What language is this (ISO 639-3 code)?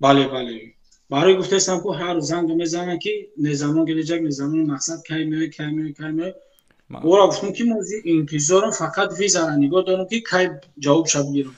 tgk